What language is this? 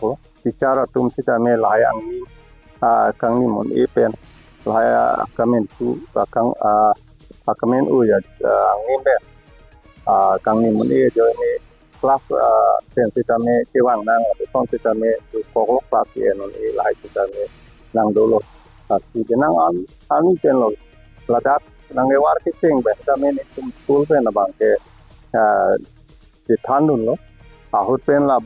Karbi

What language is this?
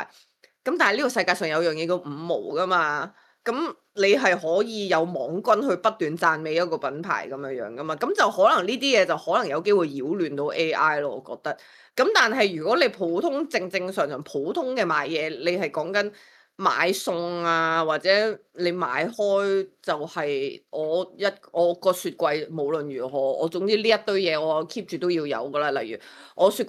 Cantonese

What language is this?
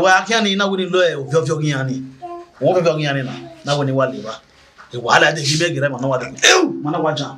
Bini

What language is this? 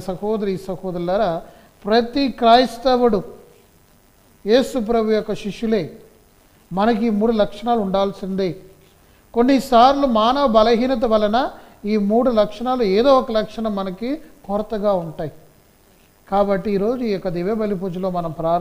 Telugu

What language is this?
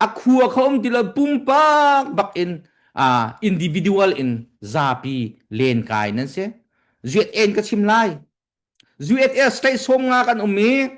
Hakha Chin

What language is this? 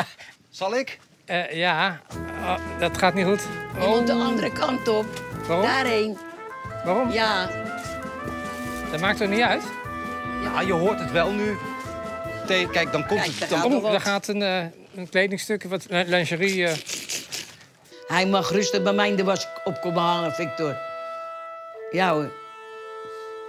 Dutch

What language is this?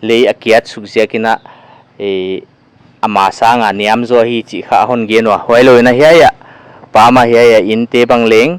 Paite Chin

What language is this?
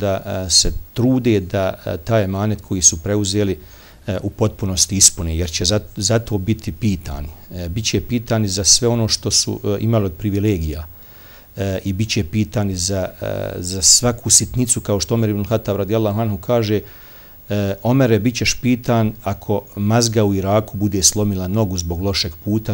Bosnian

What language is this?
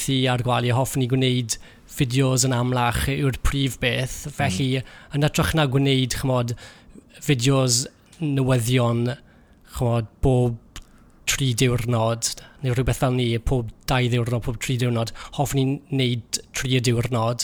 Welsh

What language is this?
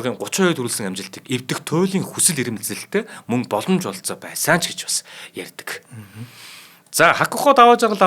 Mongolian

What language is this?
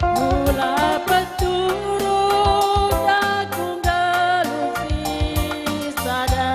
Batak Karo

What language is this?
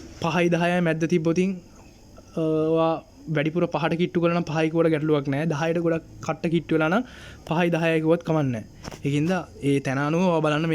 Sinhala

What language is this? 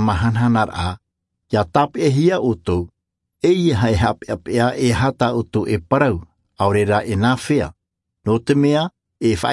Tahitian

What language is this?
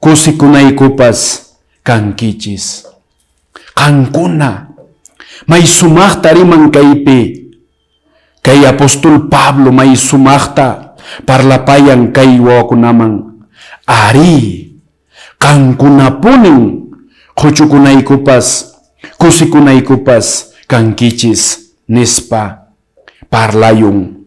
Quechua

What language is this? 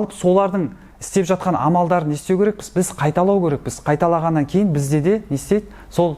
Kazakh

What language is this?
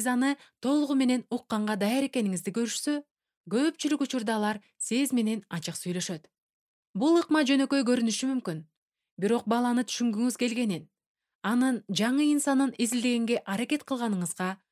Kyrgyz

